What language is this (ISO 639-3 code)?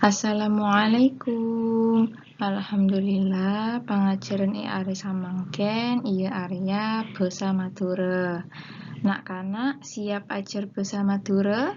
mad